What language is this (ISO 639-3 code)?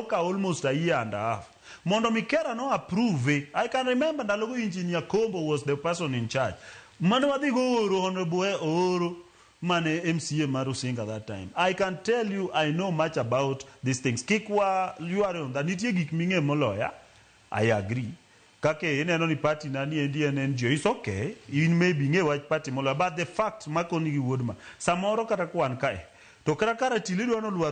luo